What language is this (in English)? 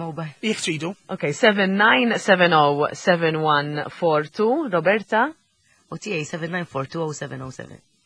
Maltese